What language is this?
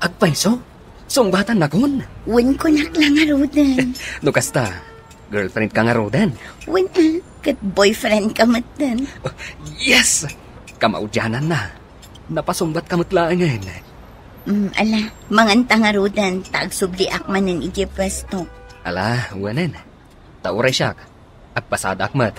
Iloko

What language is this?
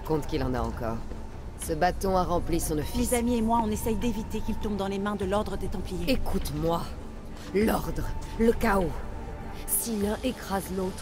French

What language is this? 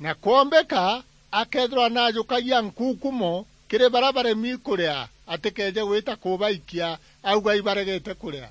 Meru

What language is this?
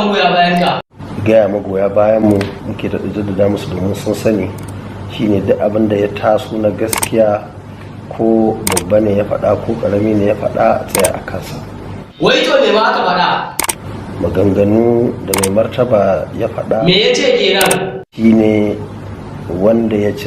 Hausa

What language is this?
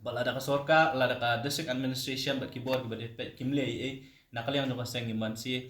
Khasi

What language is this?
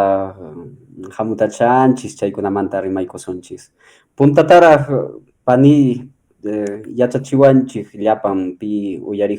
Quechua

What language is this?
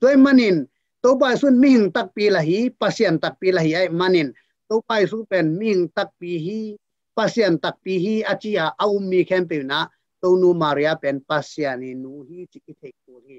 Tedim Chin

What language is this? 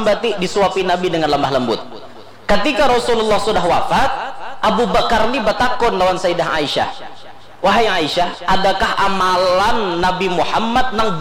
Banjar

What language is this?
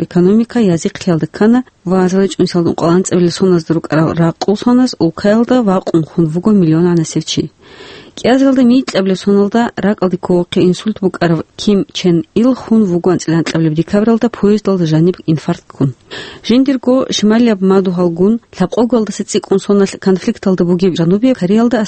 Avaric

